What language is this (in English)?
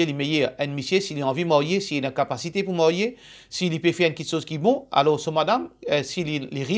Morisyen